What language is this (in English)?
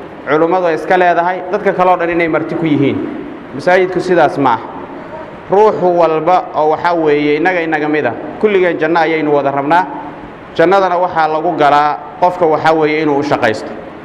Somali